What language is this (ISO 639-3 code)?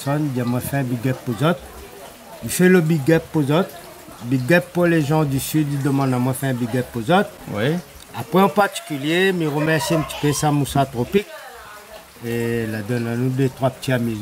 rcf